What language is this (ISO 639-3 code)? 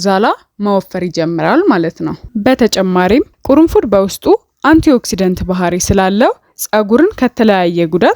amh